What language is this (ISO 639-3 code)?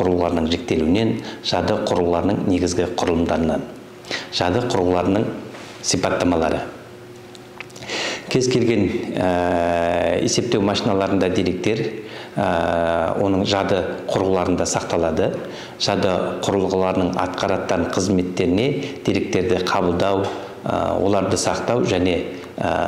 kaz